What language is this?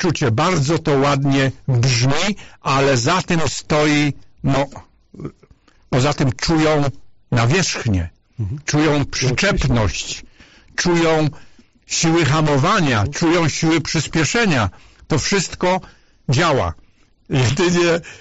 Polish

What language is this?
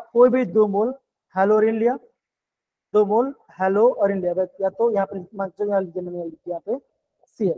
Hindi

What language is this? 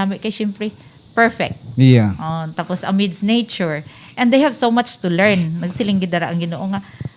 Hiligaynon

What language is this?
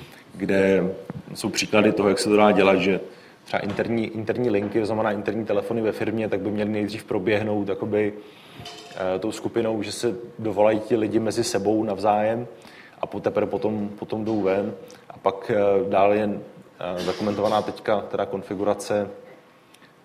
Czech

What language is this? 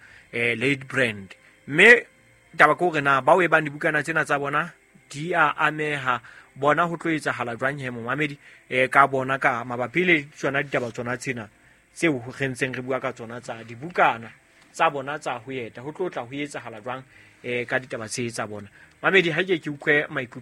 Southern Sotho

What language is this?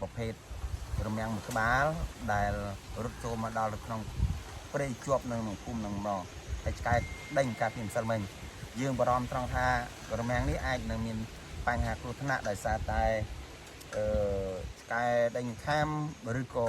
Khmer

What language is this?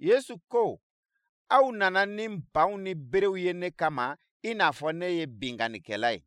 Bambara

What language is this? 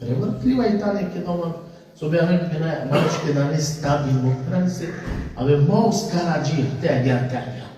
Balkan Romani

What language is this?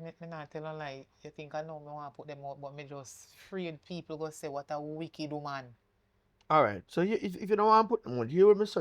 Jamaican Creole English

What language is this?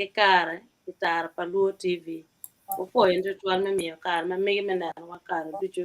Acoli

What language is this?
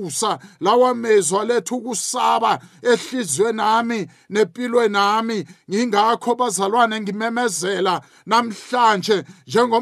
South Ndebele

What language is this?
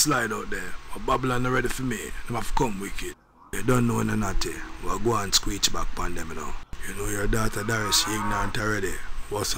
Jamaican Creole English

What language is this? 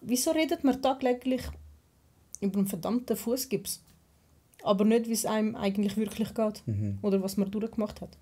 Swiss German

